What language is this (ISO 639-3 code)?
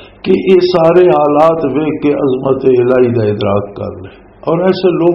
lah